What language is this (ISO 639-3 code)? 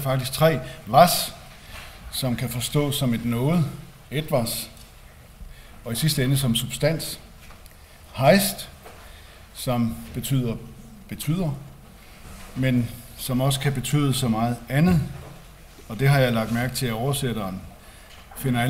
dan